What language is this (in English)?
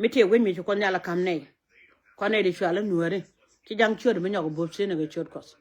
Nuer